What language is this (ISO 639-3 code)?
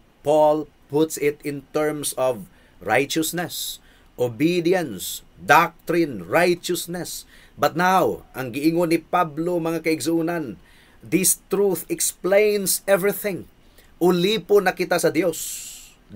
ceb